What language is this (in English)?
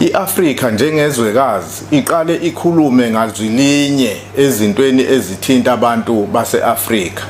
Zulu